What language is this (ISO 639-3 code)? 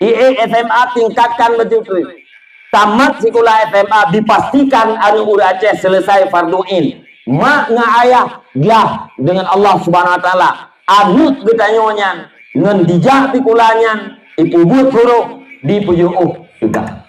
ace